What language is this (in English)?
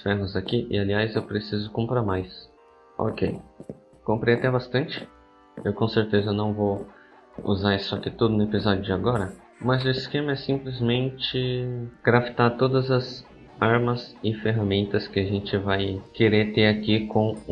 Portuguese